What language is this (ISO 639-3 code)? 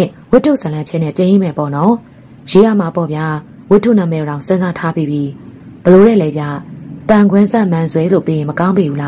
mya